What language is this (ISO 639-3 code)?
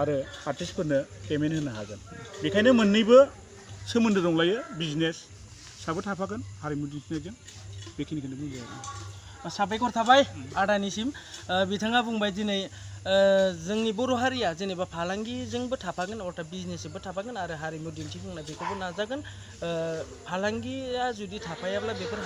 brx